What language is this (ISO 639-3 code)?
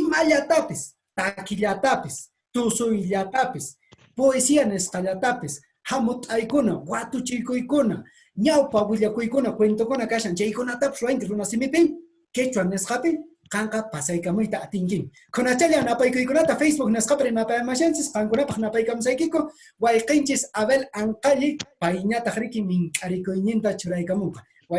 que